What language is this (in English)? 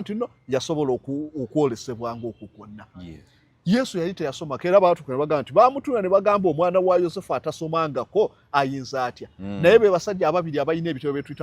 Ganda